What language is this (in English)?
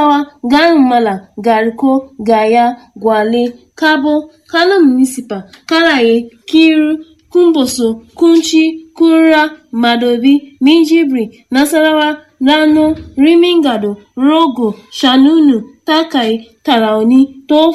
Yoruba